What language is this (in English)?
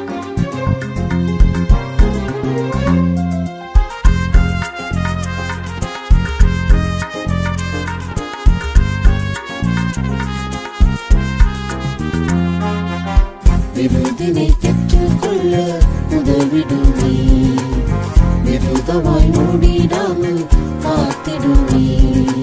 Tamil